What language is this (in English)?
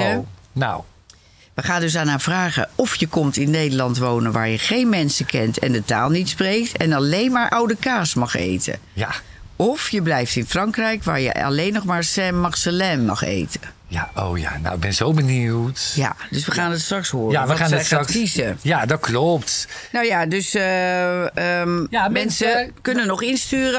Dutch